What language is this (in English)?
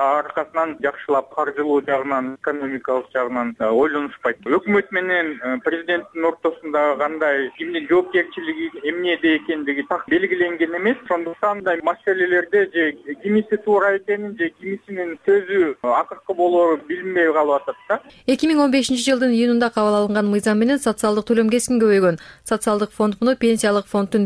Kyrgyz